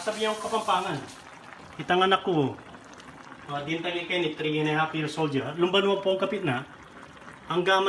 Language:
Pampanga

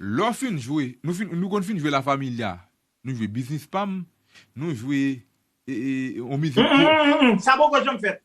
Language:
Haitian Creole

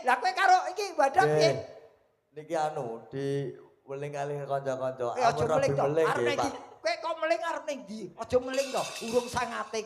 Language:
Javanese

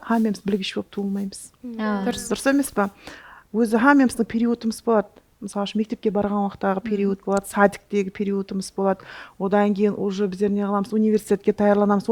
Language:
Kara-Kalpak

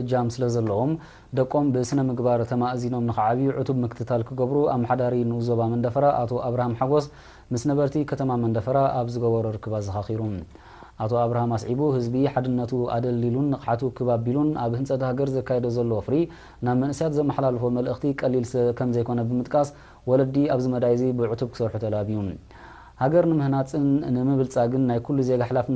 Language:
Tigrinya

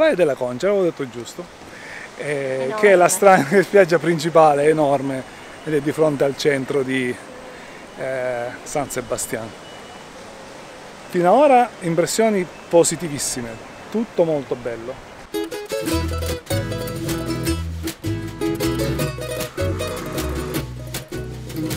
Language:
Italian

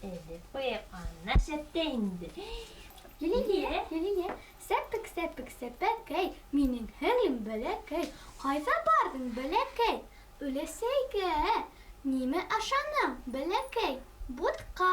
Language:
Bashkir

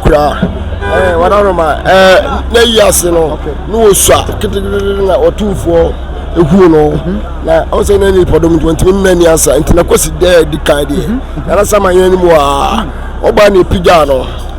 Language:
Akan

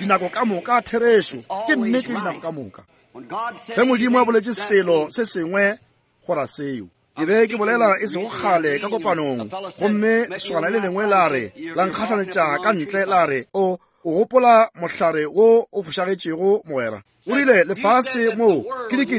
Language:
Northern Sotho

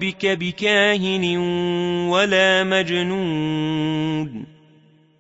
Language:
Arabic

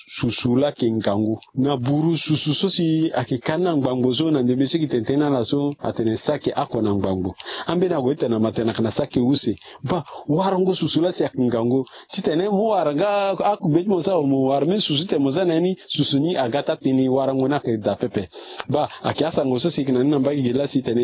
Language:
Sango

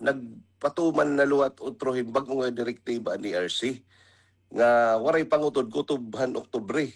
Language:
Waray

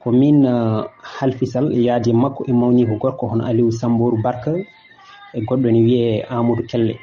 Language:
Fula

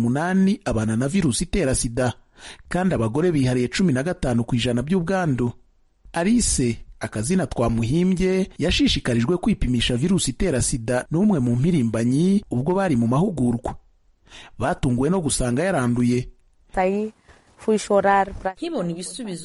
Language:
Kinyarwanda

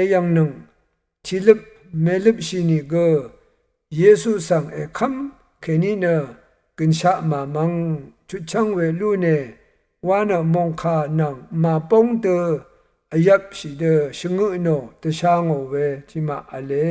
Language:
Rawang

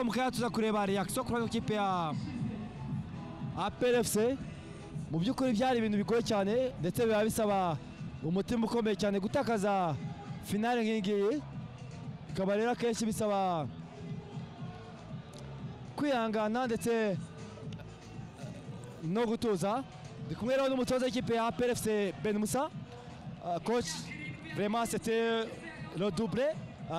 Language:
Kinyarwanda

